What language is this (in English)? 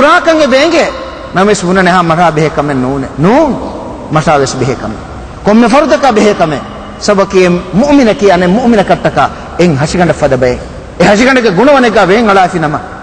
Divehi